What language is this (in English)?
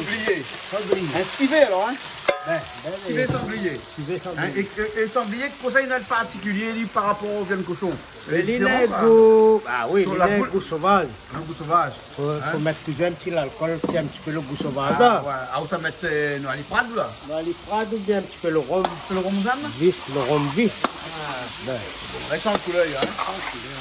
Réunion Creole French